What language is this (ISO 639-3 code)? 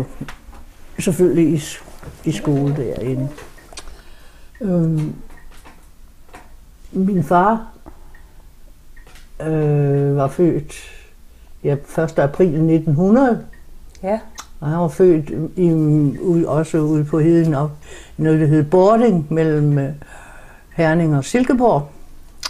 dan